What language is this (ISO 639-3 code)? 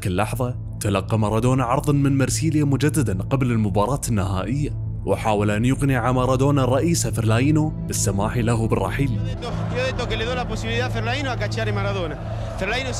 ara